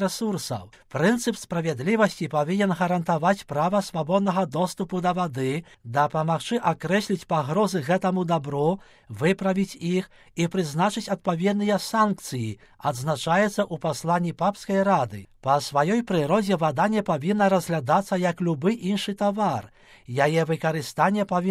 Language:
Belarusian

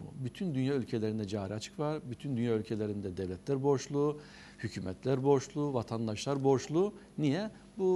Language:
Turkish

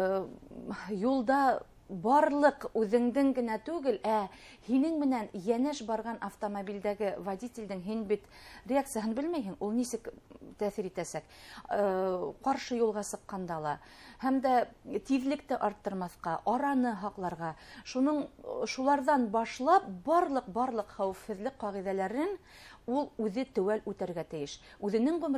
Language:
Bashkir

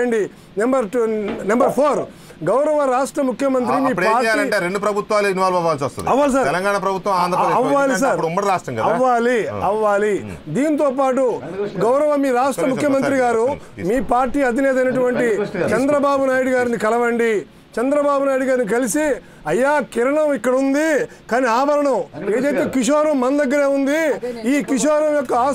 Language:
Telugu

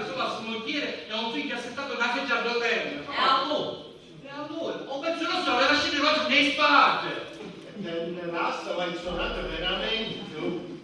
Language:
Sicilian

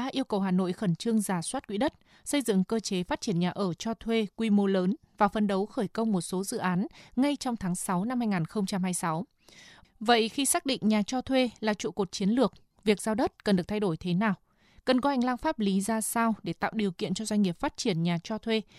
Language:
Vietnamese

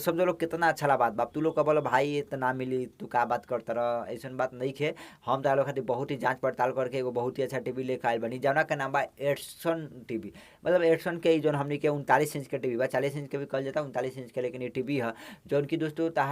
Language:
Bhojpuri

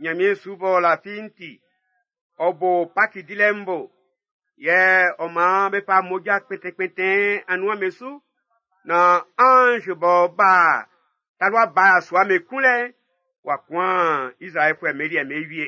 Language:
Baoulé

